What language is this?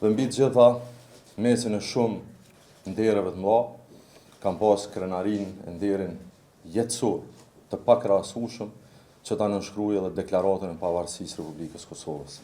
Albanian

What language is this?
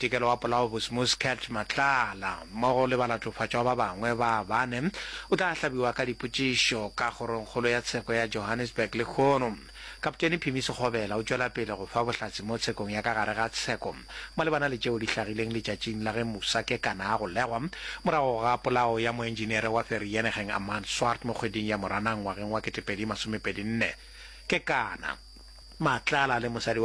Northern Sotho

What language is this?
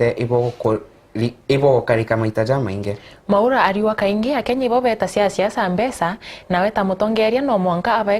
Meru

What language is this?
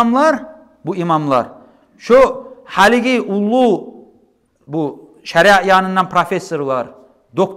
Kumyk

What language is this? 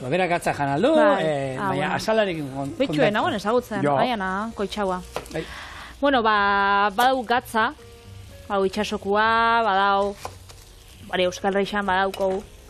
Basque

